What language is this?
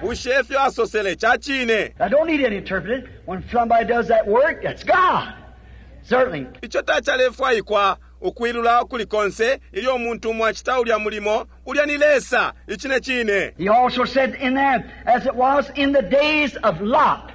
Bemba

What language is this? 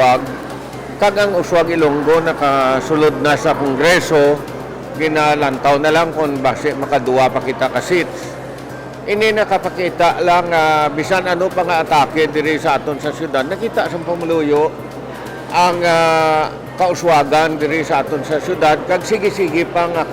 Hiligaynon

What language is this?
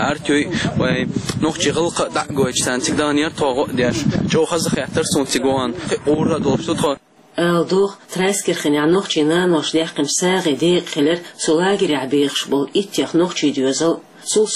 Chechen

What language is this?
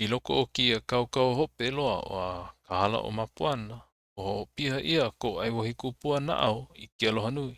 Hawaiian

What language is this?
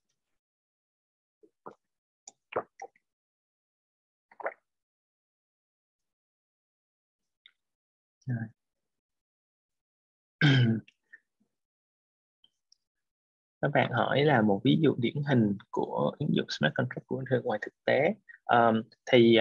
Vietnamese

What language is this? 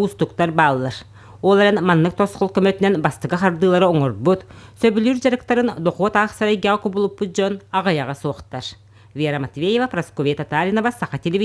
Yakut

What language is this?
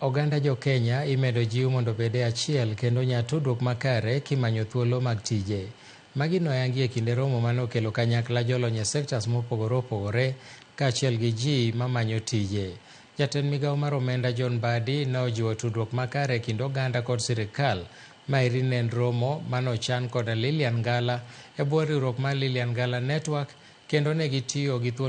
Luo (Kenya and Tanzania)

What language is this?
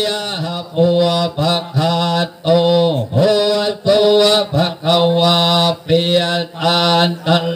Thai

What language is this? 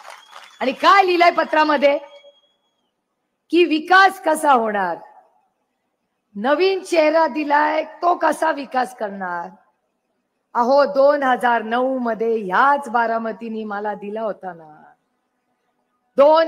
Marathi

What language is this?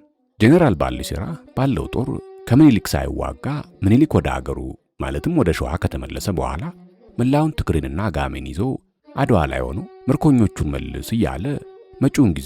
Amharic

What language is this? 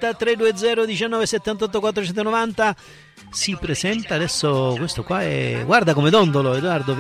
Italian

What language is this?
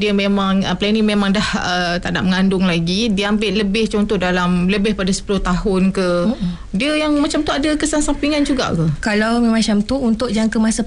Malay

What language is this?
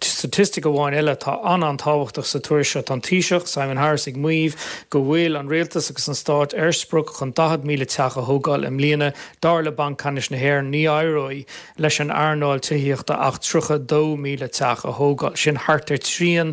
Irish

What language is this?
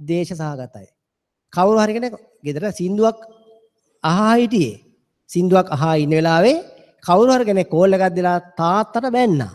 Sinhala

